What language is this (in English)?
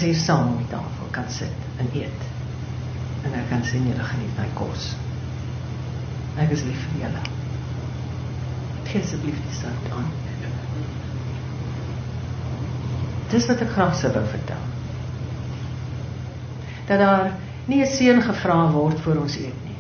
Afrikaans